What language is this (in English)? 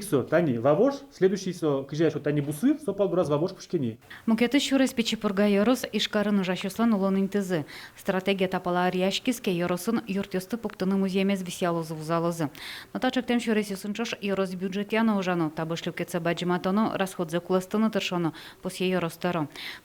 Udmurt